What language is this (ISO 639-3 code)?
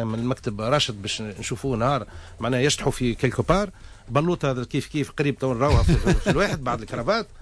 aeb